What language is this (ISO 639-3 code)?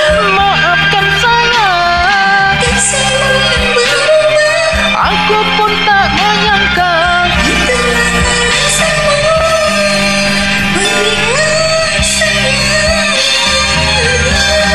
msa